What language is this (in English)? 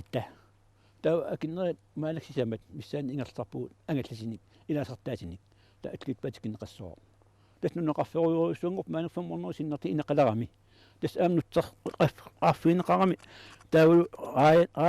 Kalaallisut